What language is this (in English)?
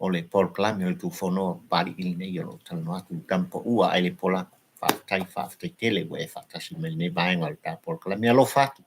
Samoan